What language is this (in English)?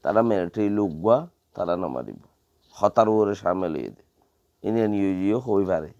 Rohingya